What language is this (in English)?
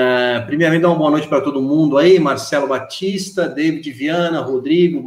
Portuguese